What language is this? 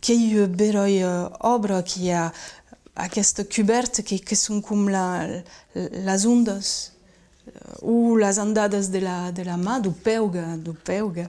Occitan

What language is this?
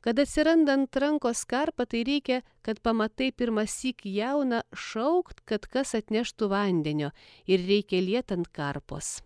Lithuanian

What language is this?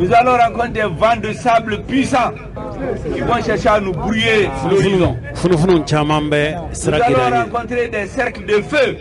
Bambara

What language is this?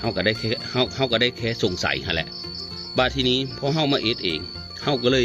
Northeastern Thai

